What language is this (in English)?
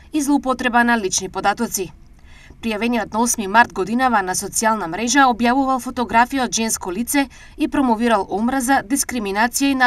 Macedonian